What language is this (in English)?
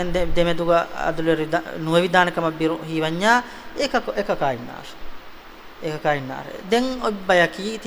Divehi